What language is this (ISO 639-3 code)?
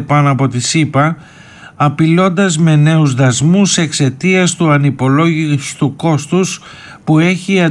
ell